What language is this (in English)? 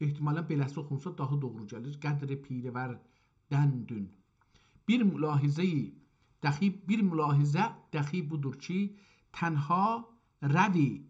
South Azerbaijani